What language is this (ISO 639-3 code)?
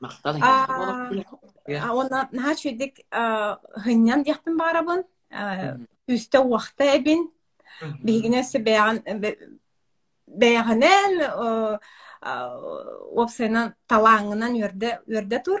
sah